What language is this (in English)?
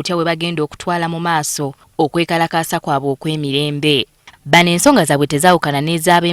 Ganda